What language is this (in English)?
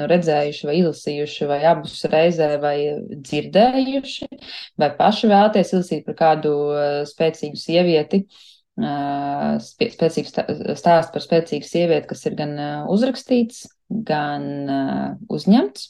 Latvian